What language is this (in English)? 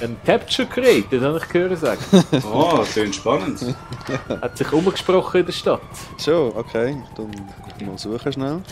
Swiss German